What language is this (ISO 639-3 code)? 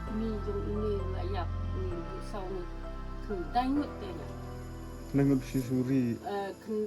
kha